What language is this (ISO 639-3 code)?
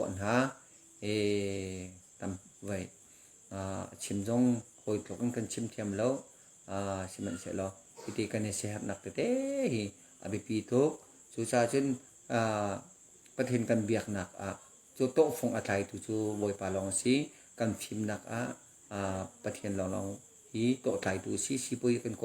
cnh